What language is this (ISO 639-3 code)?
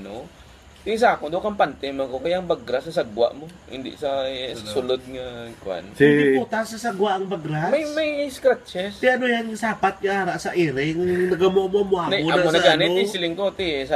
hil